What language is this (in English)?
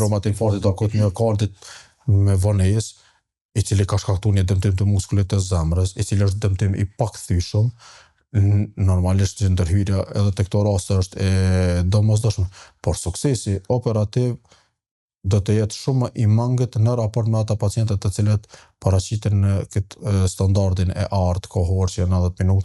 Albanian